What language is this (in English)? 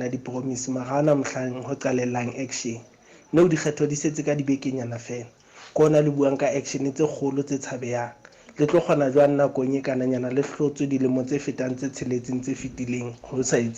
Southern Sotho